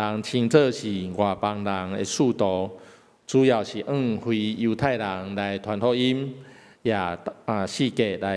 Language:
Min Nan Chinese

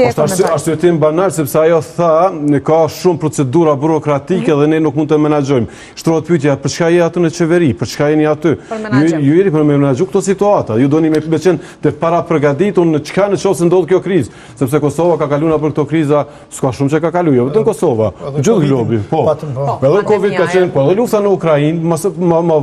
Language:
Albanian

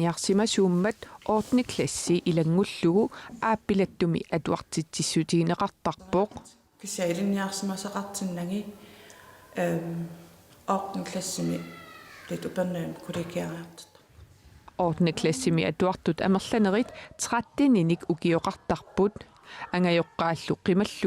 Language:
Kalaallisut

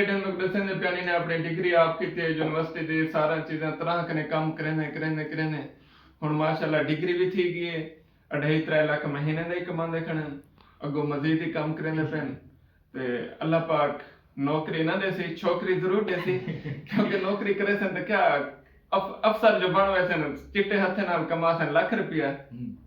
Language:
Saraiki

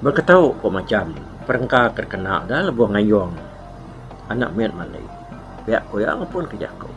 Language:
Iban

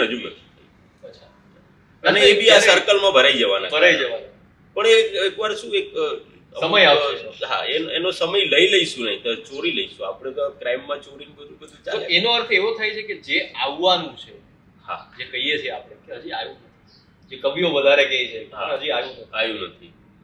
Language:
Gujarati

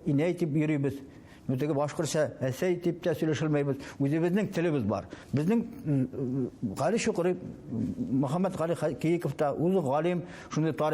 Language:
Bashkir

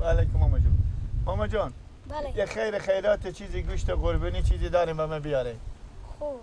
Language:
Persian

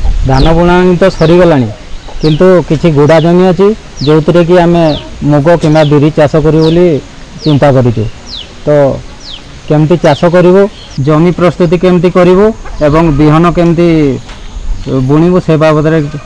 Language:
Odia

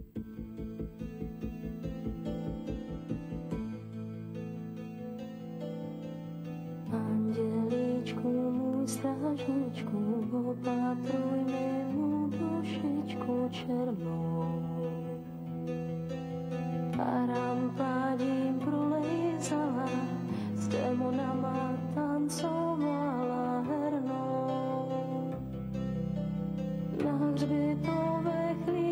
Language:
Czech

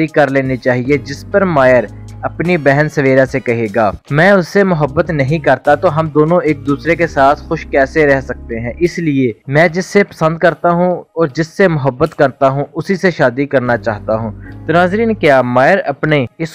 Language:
Urdu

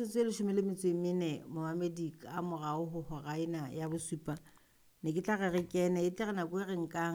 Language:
Southern Sotho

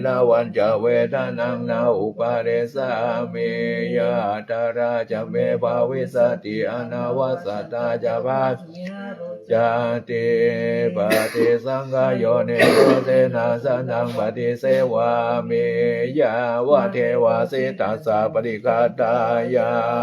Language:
Pali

